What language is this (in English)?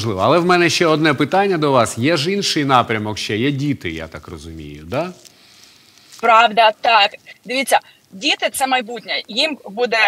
Ukrainian